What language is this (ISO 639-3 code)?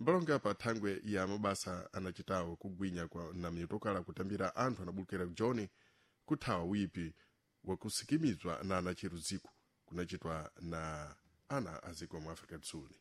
seh